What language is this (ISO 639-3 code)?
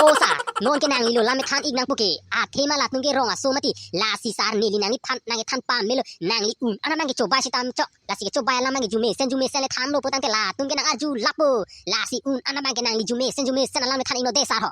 mjw